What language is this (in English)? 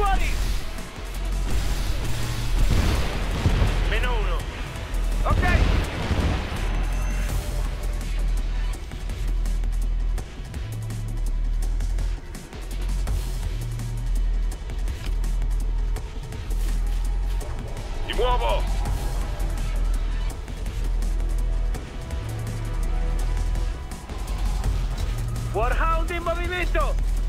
Italian